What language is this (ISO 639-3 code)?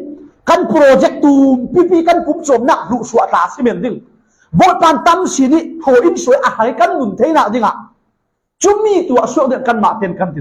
cfm